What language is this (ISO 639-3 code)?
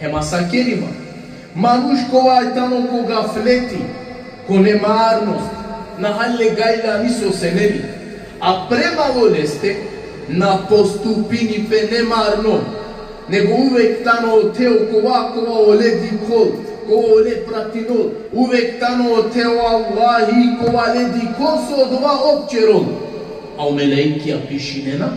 rmn